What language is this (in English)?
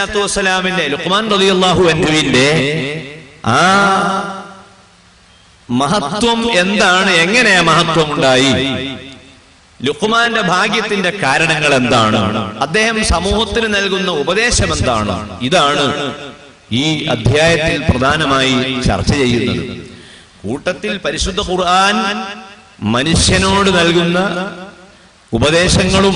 Malayalam